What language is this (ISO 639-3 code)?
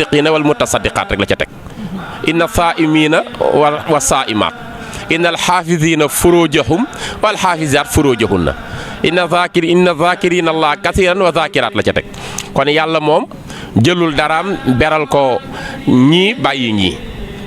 wol